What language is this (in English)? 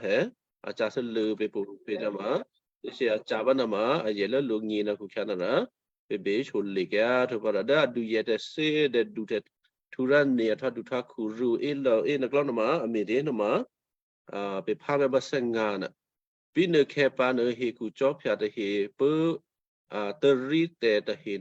Western Kayah